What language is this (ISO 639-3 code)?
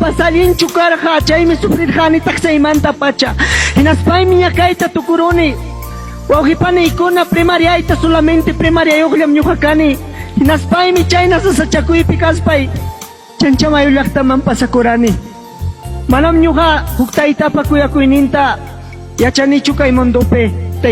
quy